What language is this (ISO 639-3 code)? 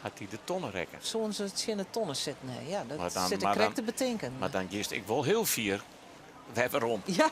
fry